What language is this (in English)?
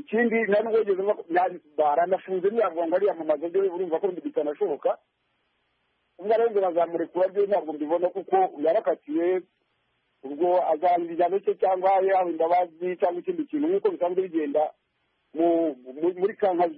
Kinyarwanda